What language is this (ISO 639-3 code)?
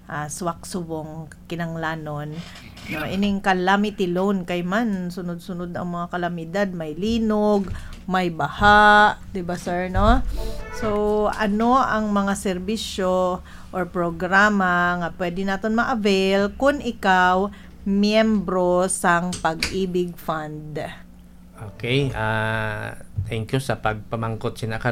hil